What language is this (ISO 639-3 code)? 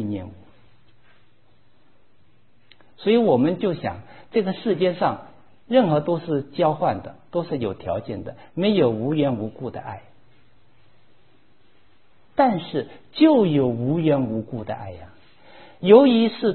zho